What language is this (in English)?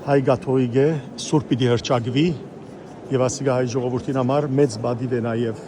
Western Armenian